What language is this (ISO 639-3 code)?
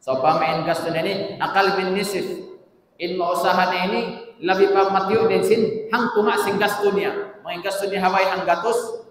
tsg